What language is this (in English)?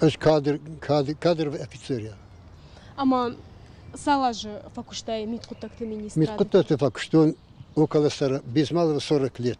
Ossetic